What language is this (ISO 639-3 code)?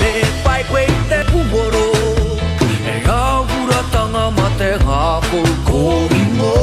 mri